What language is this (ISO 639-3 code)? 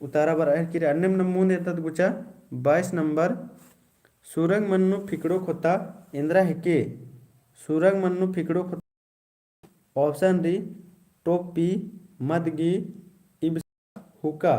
kru